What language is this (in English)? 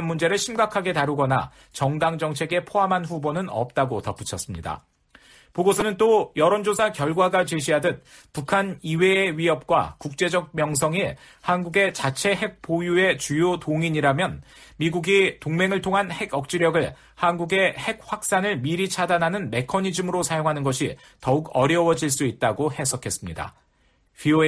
Korean